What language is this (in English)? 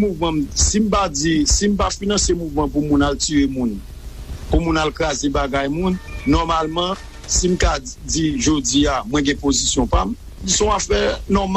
Haitian Creole